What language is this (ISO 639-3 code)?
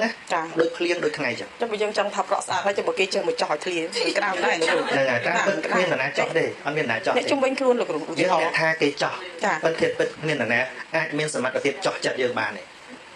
khm